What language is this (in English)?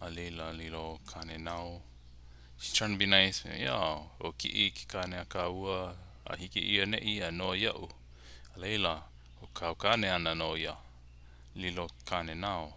Hawaiian